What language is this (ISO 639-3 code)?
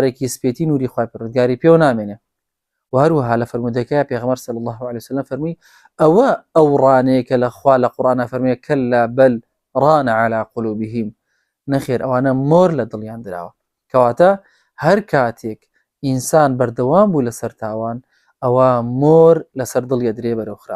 ckb